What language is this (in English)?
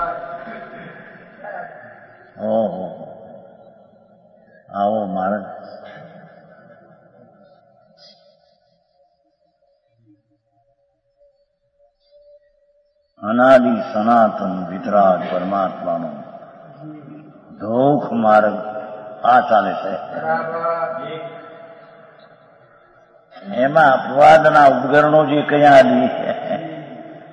Gujarati